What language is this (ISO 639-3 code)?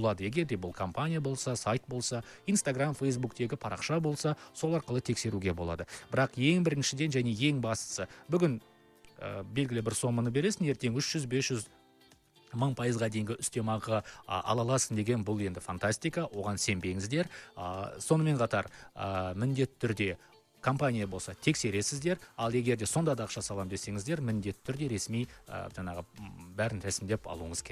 kaz